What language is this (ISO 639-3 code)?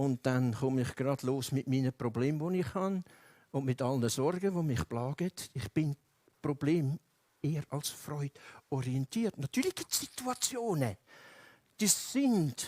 gsw